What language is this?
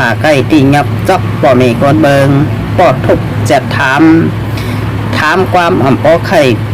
Shan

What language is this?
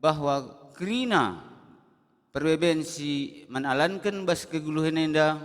Batak Karo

